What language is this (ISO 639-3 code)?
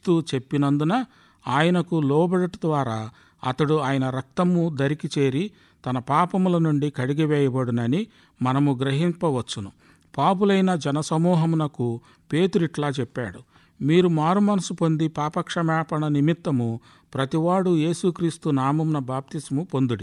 tel